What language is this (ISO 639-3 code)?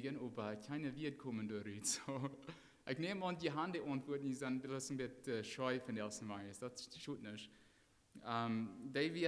pdt